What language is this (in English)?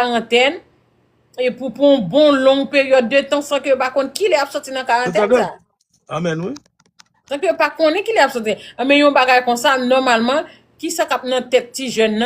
Haitian Creole